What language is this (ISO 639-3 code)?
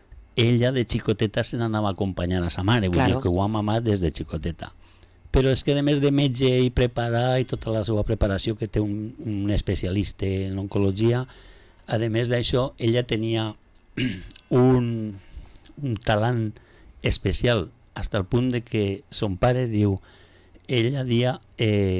cat